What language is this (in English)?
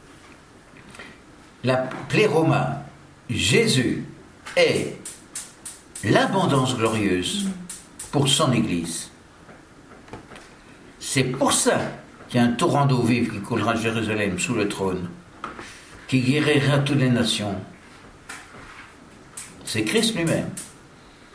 French